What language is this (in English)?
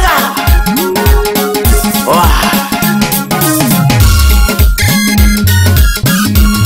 Swahili